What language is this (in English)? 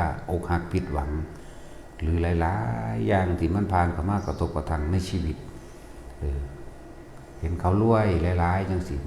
Northeastern Thai